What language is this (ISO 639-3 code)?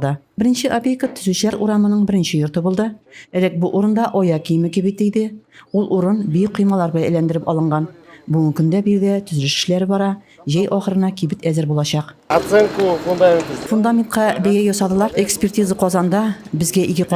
tat